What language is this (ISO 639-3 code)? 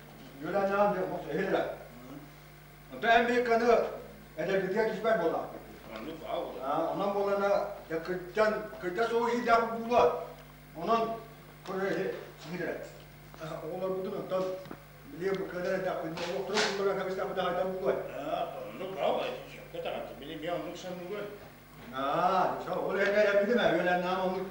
sah